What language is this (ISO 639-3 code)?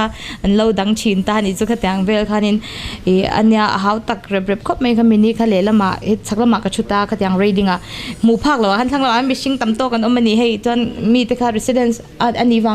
lus